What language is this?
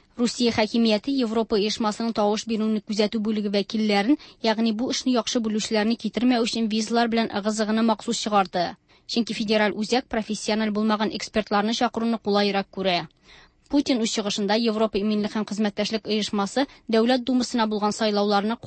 Tatar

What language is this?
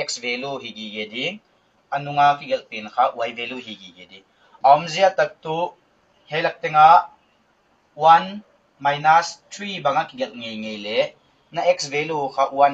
Paite Chin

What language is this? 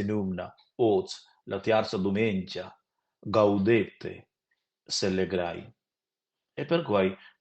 Romansh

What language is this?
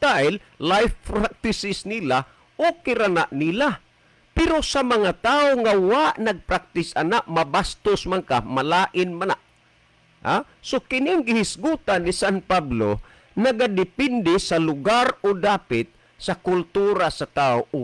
Cebuano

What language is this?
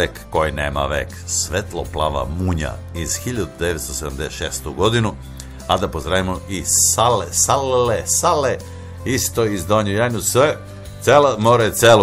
Serbian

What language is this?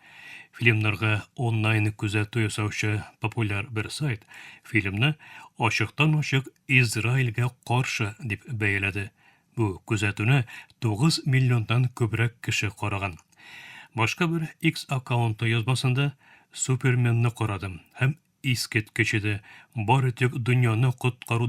Tatar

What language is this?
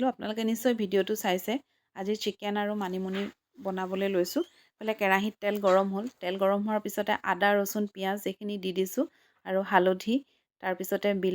Assamese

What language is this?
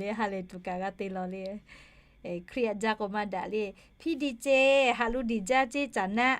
Lahu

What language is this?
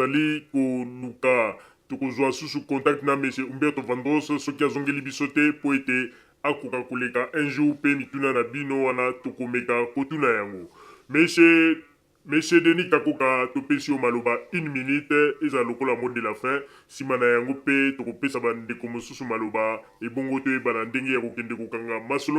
Lingala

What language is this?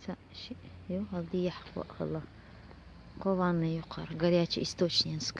Chechen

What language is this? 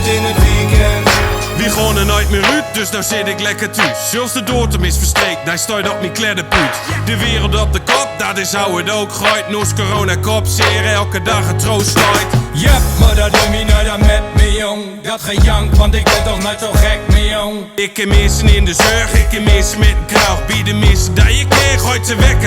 Gronings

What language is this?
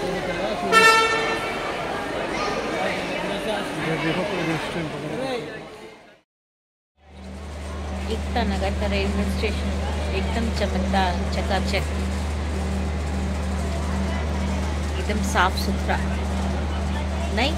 Hindi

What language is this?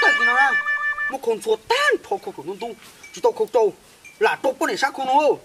Hmong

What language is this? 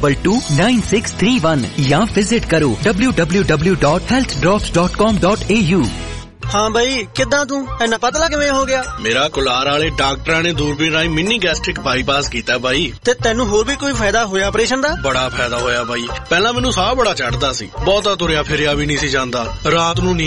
Punjabi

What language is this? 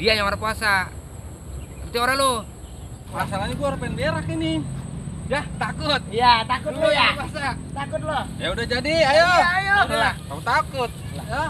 Betawi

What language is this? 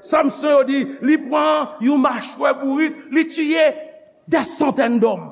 Haitian Creole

